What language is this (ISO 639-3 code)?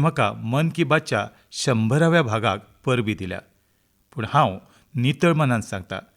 kok